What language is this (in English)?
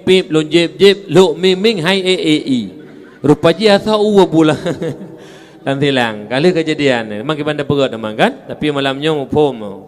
Achinese